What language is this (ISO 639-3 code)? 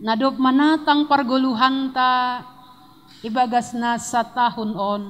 bts